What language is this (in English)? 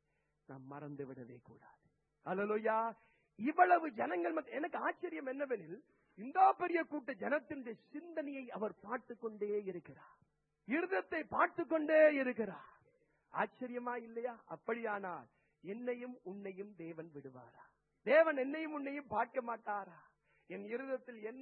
Tamil